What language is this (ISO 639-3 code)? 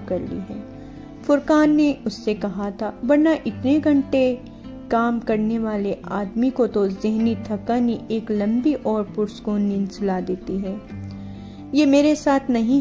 urd